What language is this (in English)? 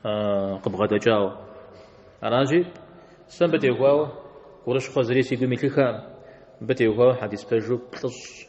Kabardian